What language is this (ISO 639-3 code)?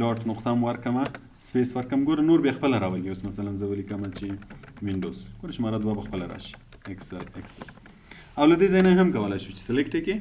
pus